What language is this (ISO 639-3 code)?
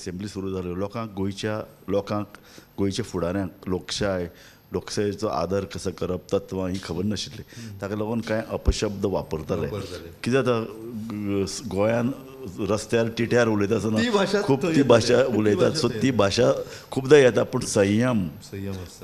kok